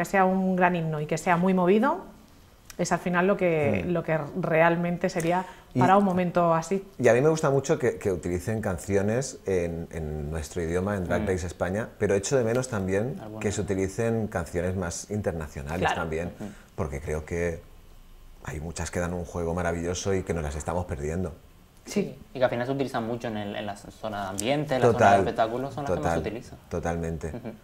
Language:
Spanish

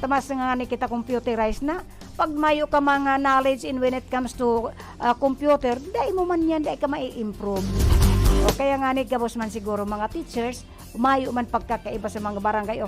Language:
Bikol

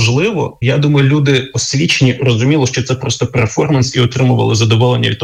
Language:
Ukrainian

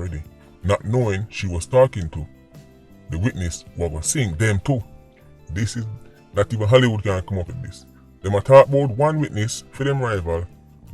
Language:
Jamaican Creole English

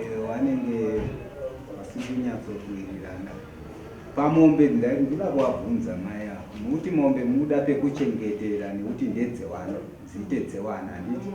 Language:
Shona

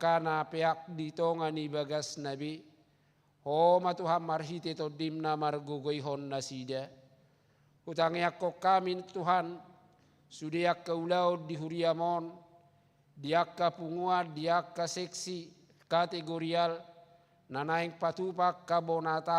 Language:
Batak Toba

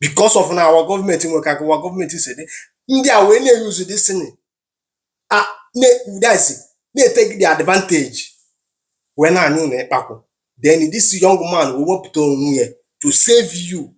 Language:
Igbo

